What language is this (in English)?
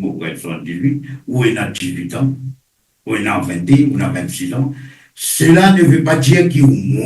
Morisyen